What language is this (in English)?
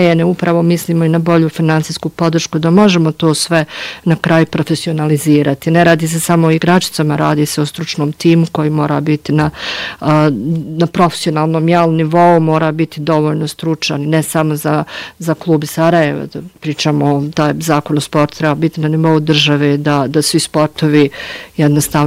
Bosnian